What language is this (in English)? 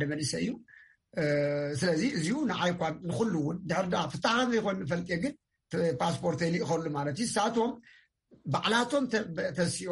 Tigrinya